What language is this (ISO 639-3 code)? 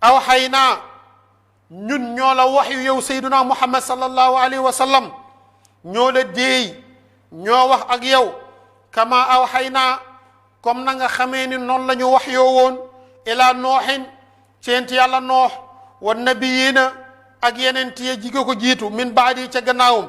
wol